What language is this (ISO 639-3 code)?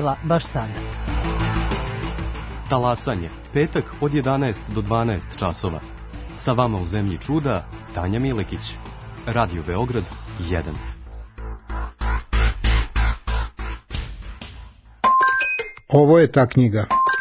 srp